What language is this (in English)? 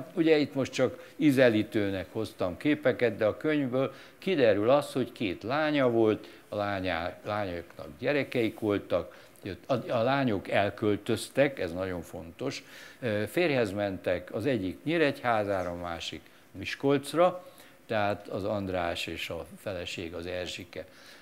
Hungarian